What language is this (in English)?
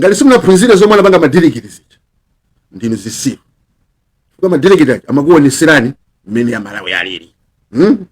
Nyanja